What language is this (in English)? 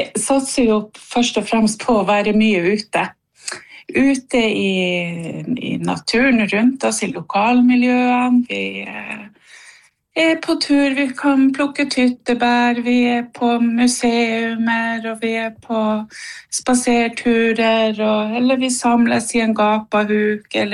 Norwegian